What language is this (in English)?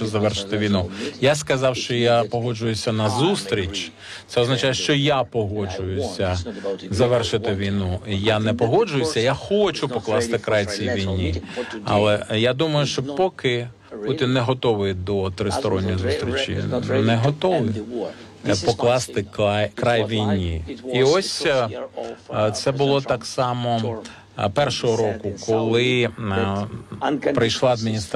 Ukrainian